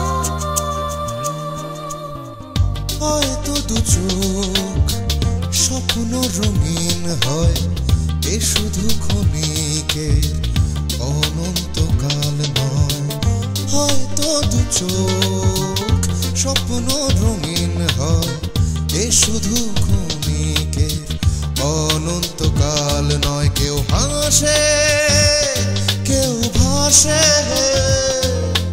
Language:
Bangla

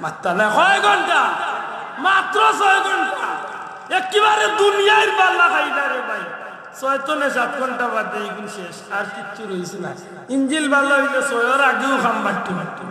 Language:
Sylheti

